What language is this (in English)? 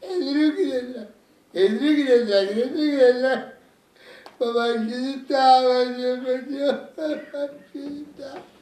Neapolitan